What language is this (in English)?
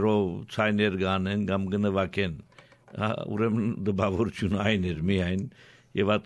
Armenian